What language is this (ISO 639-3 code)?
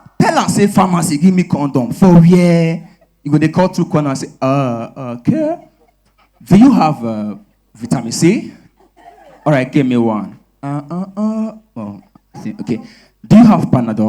pcm